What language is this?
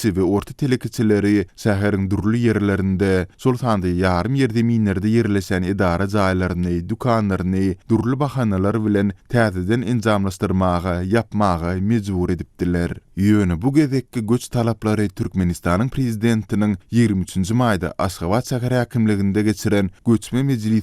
Turkmen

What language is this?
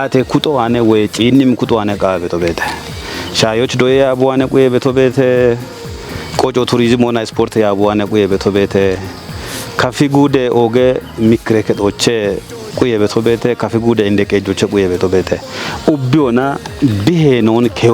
Kafa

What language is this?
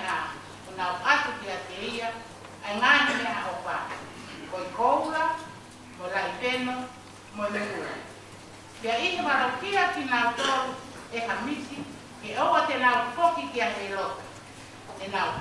Tongan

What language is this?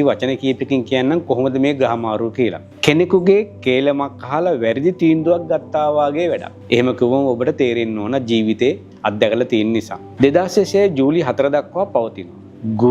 Sinhala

